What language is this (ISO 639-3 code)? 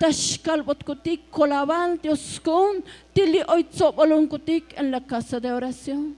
tzo